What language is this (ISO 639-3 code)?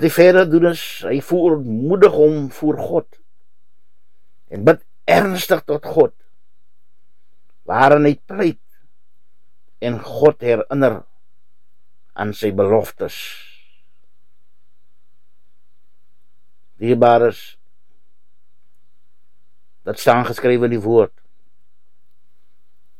afr